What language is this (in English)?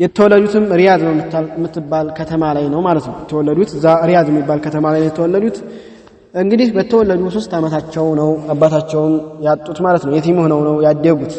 Amharic